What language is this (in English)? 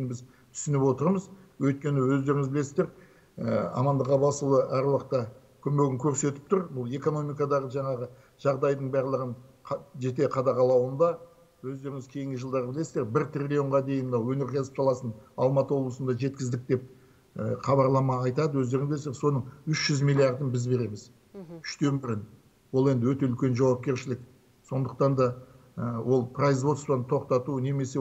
Kazakh